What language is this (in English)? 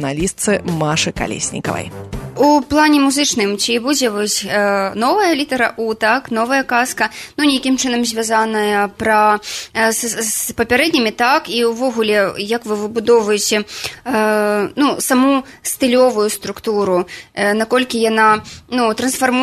Belarusian